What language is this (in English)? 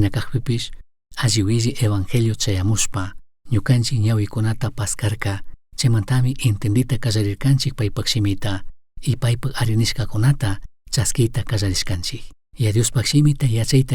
Chimborazo Highland Quichua